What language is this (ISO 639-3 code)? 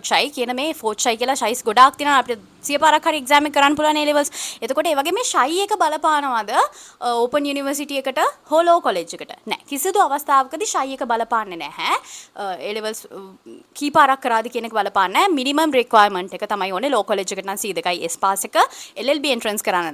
sin